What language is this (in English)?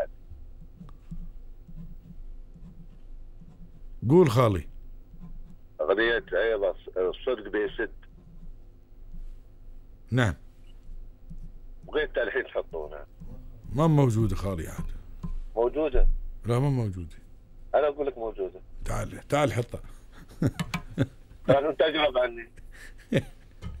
Gulf Arabic